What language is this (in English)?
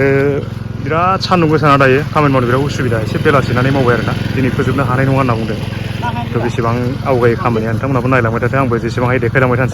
Bodo